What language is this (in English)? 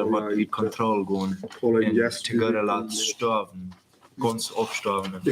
Plautdietsch